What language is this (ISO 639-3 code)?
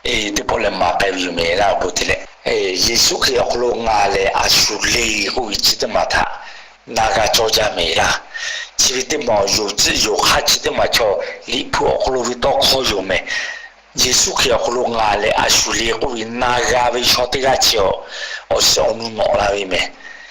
lhu